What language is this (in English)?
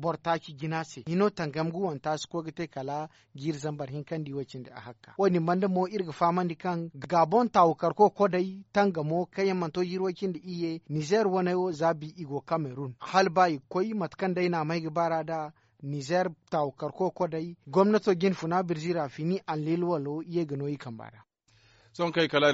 Zarma